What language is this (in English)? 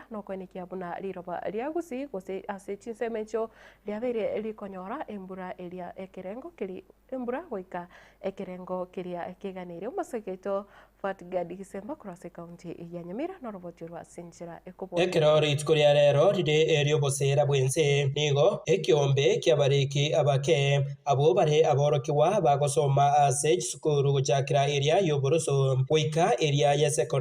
Gusii